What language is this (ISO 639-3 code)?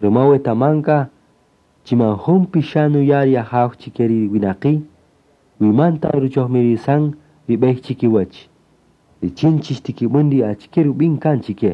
cak